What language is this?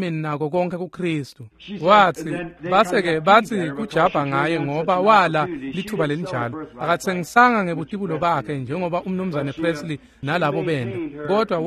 Swati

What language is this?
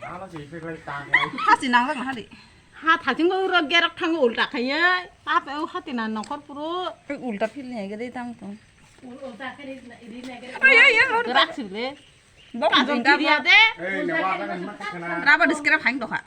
Kok Borok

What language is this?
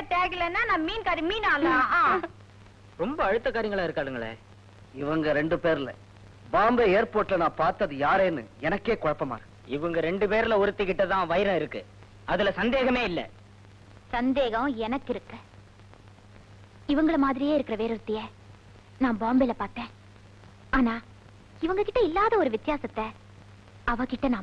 Tamil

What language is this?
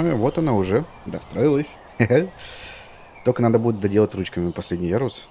Russian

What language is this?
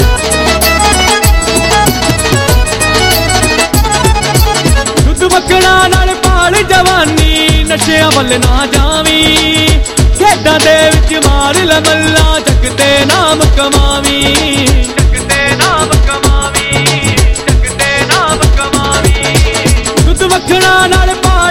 Punjabi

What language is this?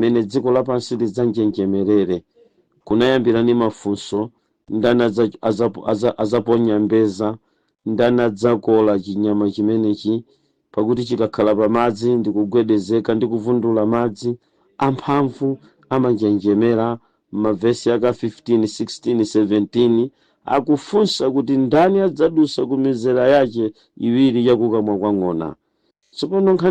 Nyanja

